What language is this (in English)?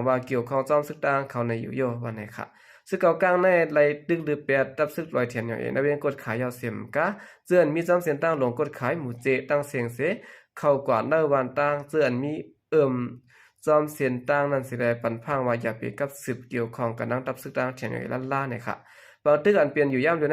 Shan